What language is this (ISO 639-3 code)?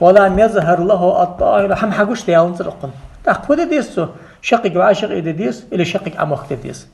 inh